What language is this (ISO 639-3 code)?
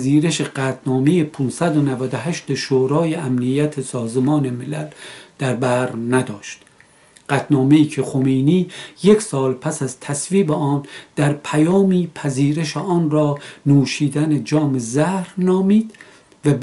fas